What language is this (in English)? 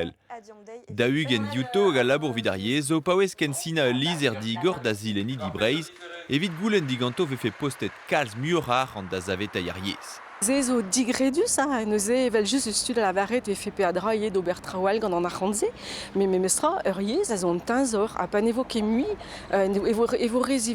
Breton